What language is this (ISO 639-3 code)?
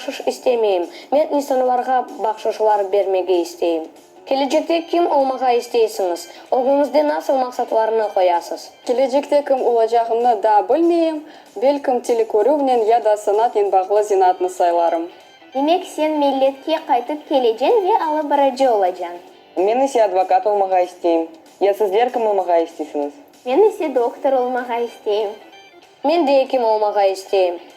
crh